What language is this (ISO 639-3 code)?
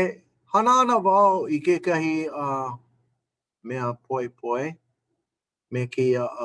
haw